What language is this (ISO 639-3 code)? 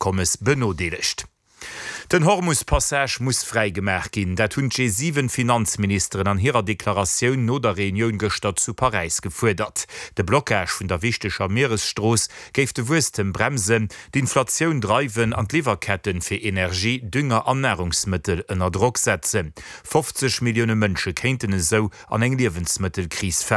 ltz